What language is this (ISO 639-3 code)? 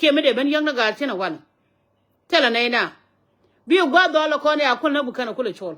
nus